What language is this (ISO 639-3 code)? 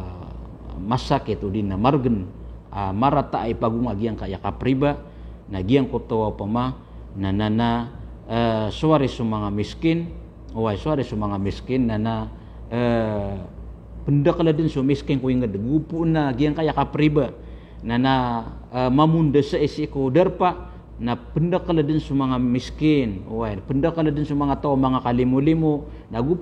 mrw